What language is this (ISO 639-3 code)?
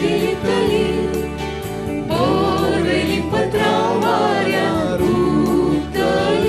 kok